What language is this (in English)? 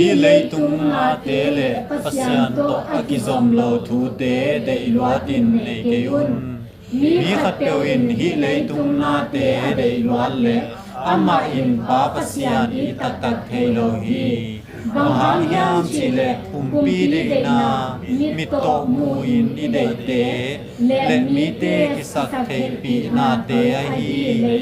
Tedim Chin